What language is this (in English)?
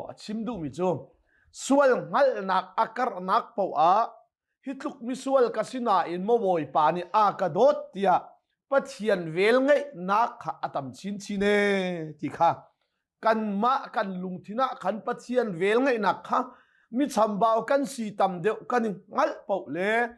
Hakha Chin